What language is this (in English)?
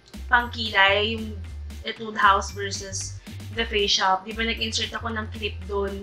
Filipino